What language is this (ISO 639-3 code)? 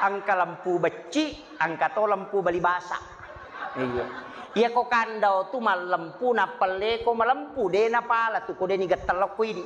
bug